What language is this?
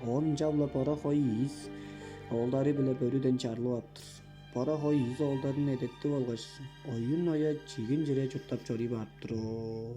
Tuvinian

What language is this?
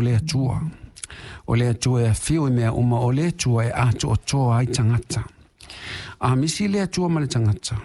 Samoan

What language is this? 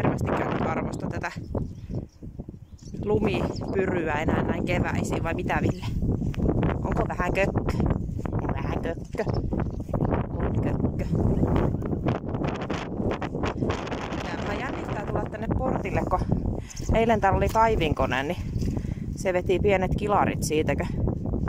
Finnish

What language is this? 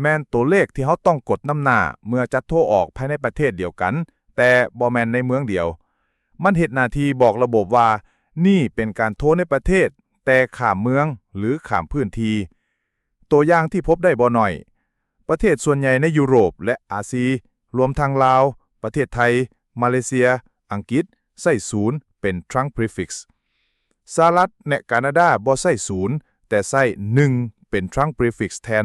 Lao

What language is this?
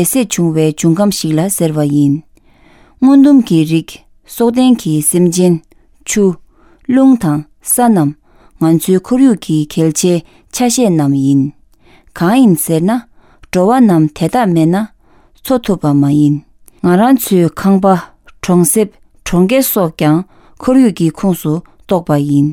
Tibetan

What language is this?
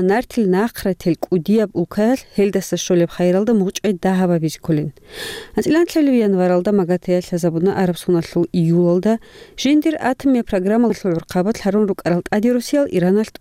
Avaric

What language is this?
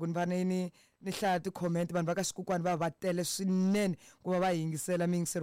Tsonga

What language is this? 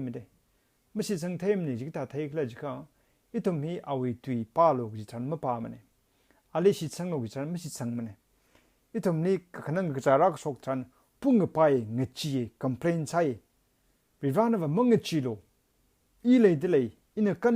Tangkhul Naga (India)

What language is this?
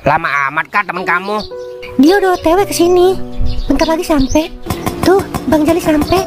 Betawi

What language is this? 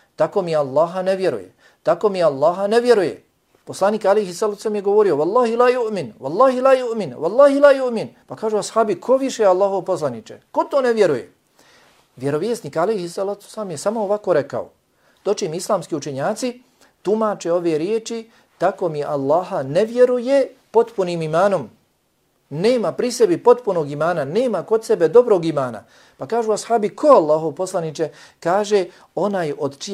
Bosnian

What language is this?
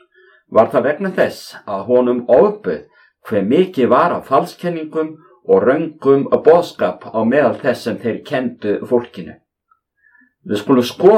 Icelandic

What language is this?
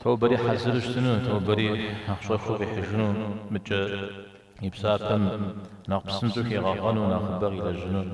Kabardian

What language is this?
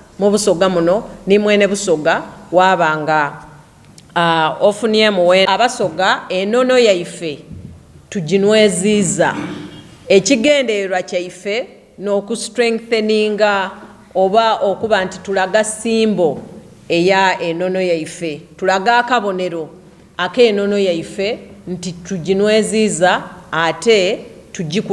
Soga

